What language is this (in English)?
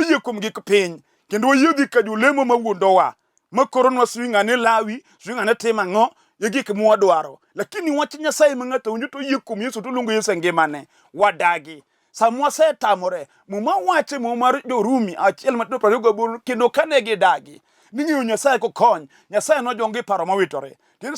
Luo (Kenya and Tanzania)